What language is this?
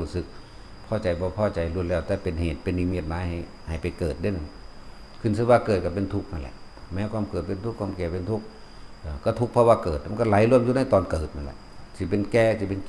Northeastern Thai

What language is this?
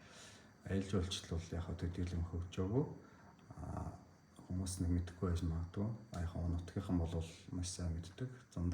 Mongolian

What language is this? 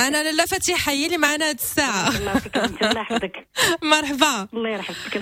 Moroccan Arabic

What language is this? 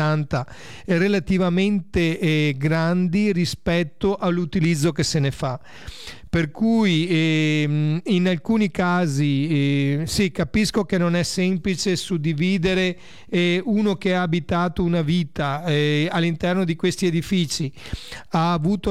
Italian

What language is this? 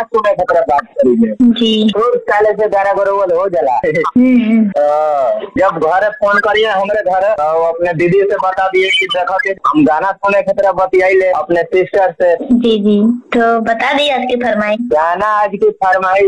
Bhojpuri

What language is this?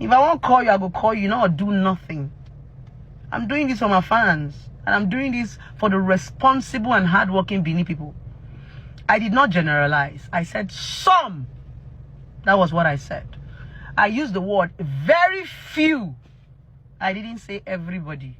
Nigerian Pidgin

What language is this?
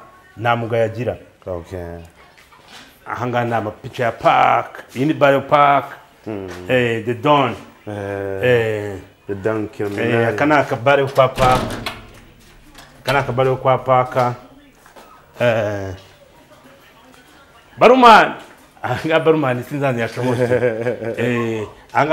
Kinyarwanda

